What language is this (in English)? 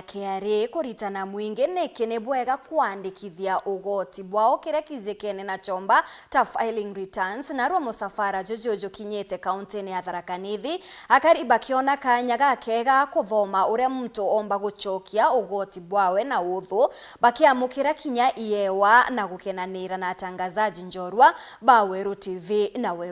Meru